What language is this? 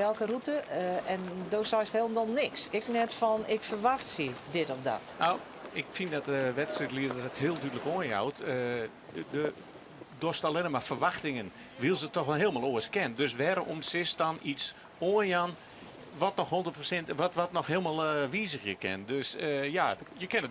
Western Frisian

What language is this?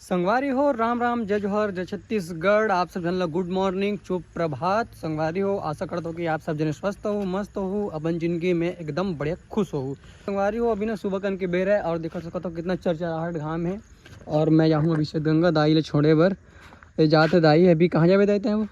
Chhattisgarhi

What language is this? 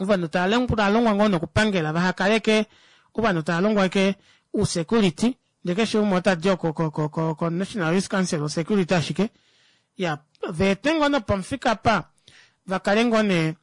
Kuanyama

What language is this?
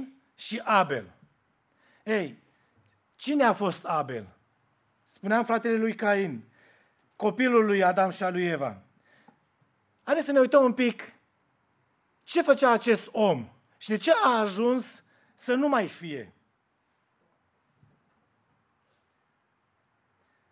Romanian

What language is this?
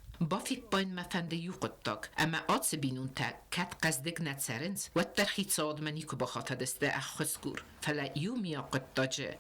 Ossetic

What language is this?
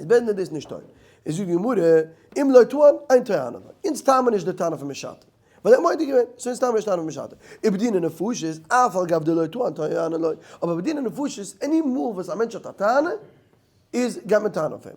Yiddish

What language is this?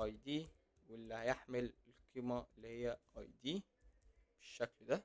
Egyptian Arabic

